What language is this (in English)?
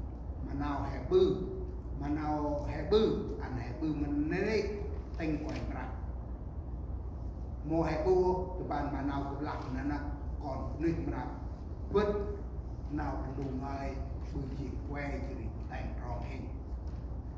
Central Mnong